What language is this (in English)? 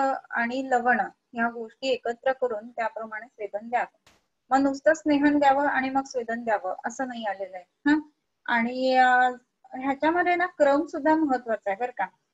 Marathi